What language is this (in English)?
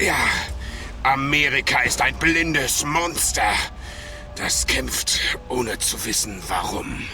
Bavarian